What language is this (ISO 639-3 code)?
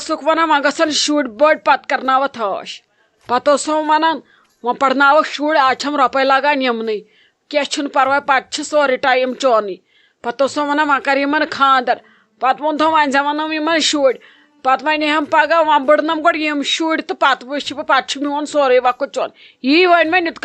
kas